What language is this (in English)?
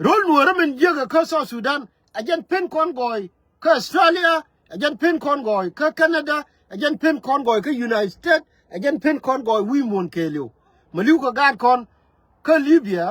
Nuer